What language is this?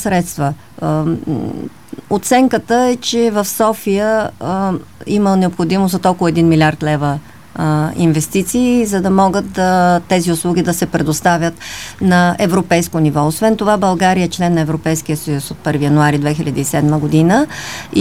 Bulgarian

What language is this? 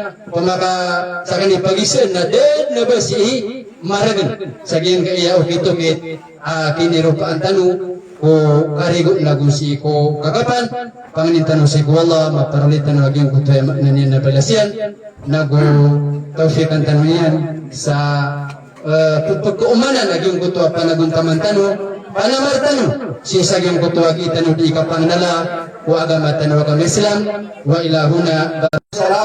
Maranao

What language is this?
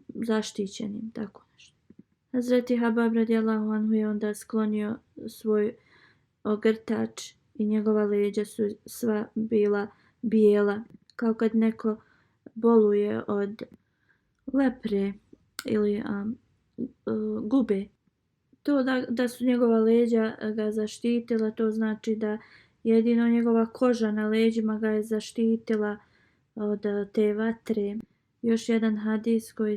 Bosnian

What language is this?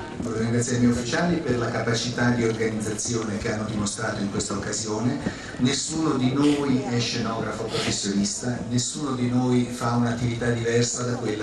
Italian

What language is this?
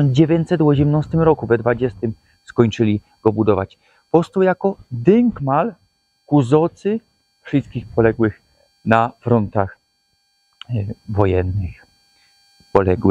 Silesian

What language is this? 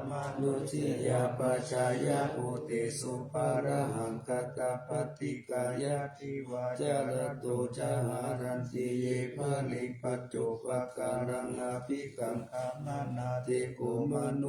Pali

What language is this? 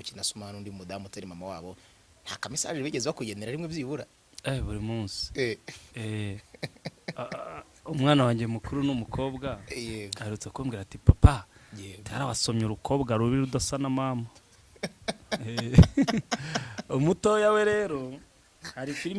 Kinyarwanda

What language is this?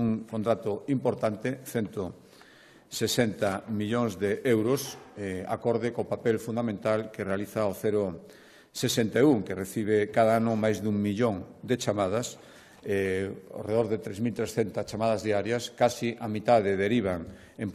Galician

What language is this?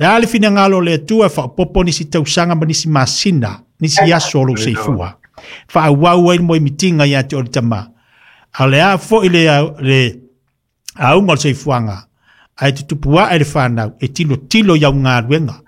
Samoan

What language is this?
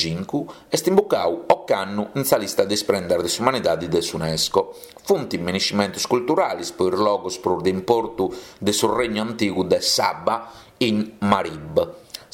Sardinian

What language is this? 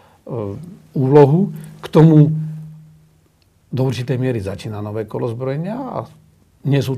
Slovak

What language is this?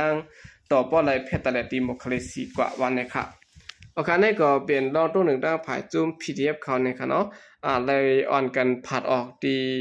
Shan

